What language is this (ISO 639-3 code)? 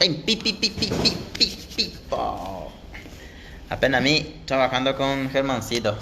grn